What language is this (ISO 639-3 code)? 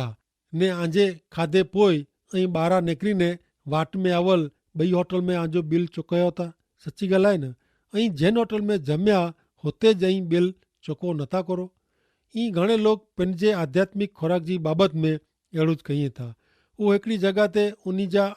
kfr